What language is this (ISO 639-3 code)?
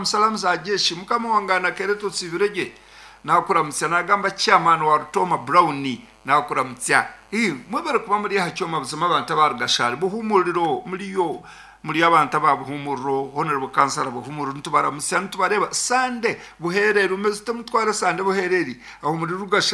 nyn